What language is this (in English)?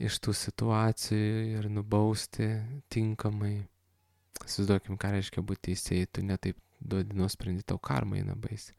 Lithuanian